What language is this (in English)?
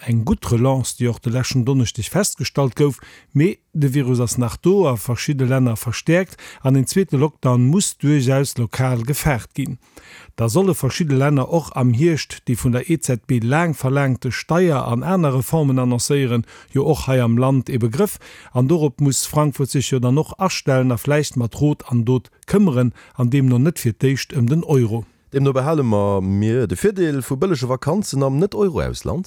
Luxembourgish